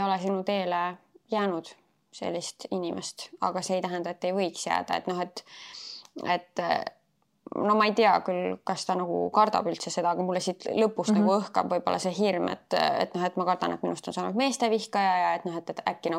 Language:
Estonian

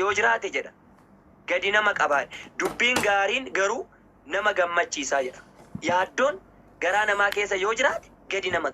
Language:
Oromo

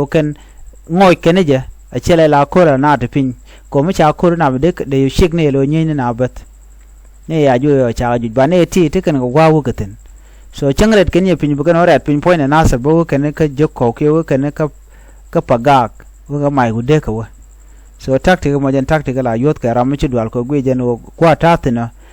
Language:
Nuer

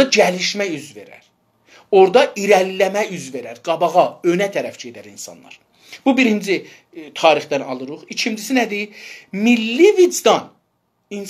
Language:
South Azerbaijani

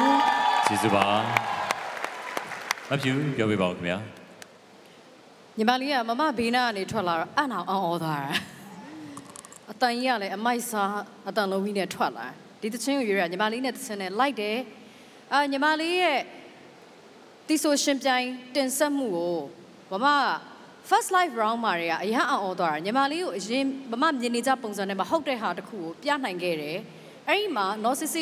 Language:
Burmese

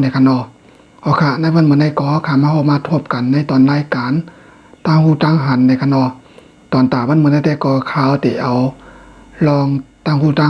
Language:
Shan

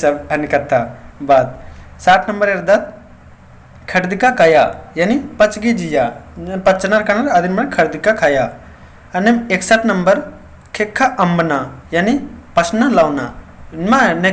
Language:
Kurukh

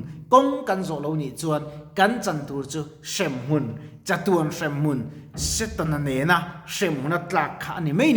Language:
Mizo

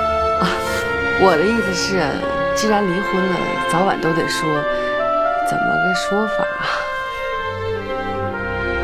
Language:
Chinese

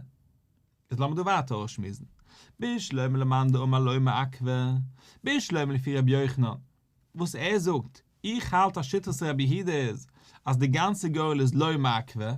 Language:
Yiddish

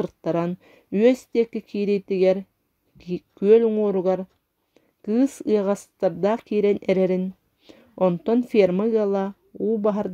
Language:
Yakut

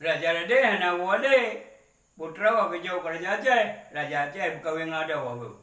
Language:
Achinese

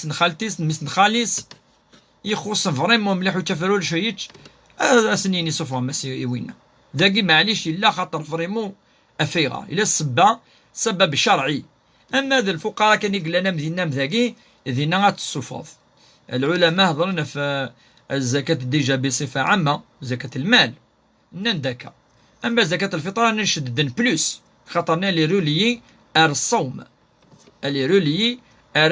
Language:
Kabyle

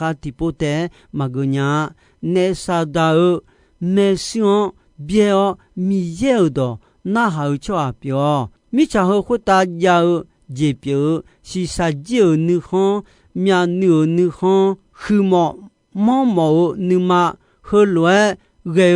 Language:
Akha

